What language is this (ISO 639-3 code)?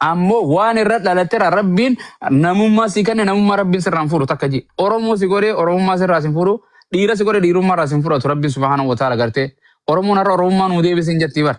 orm